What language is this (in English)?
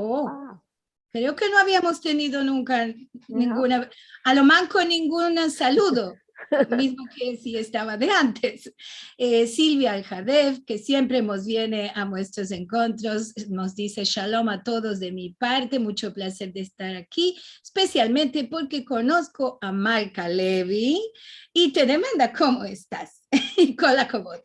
Ladino